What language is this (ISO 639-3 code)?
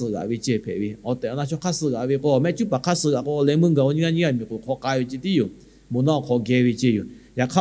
lhu